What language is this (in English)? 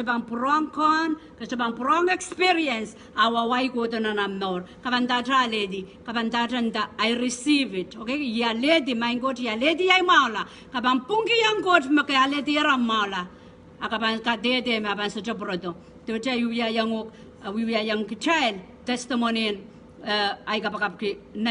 Pohnpeian